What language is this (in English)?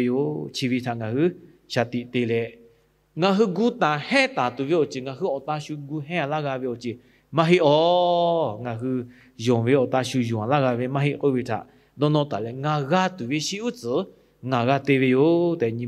Lahu